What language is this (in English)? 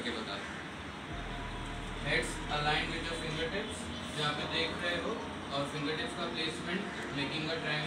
Hindi